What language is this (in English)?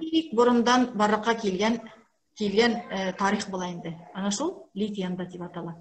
Bashkir